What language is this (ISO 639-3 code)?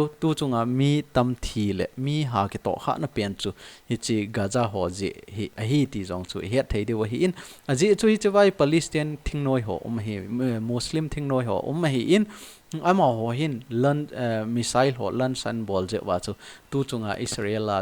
tcz